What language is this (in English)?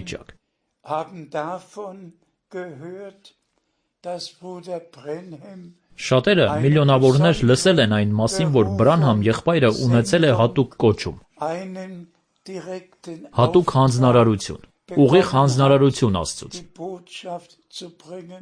Armenian